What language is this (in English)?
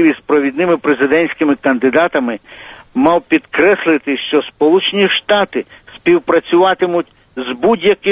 Ukrainian